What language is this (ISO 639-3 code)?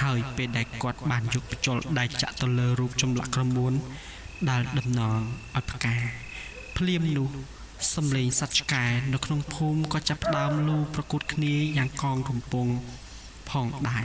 khm